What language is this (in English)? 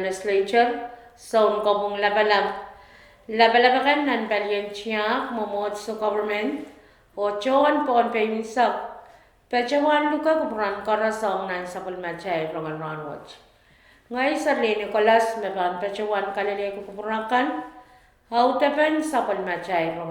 Pohnpeian